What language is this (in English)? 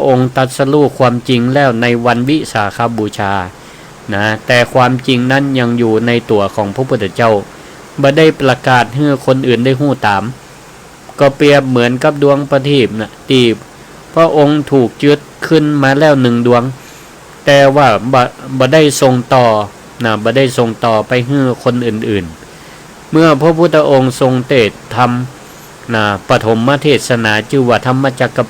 Northern Thai